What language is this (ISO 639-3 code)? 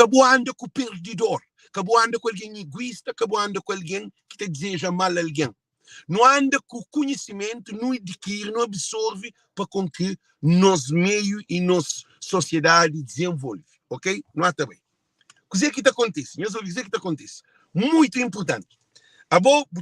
kea